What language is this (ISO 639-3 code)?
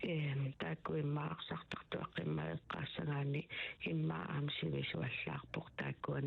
kal